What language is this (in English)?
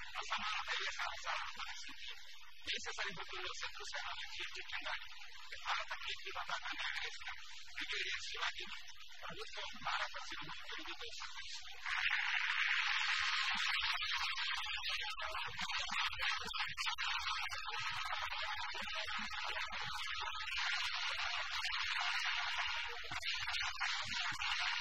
Telugu